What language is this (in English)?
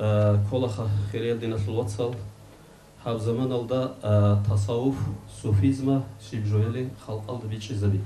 Avaric